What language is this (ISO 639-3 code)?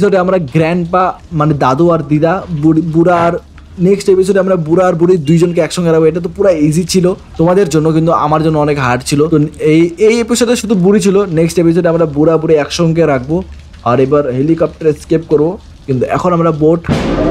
ben